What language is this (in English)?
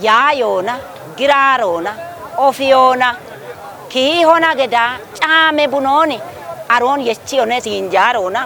Kafa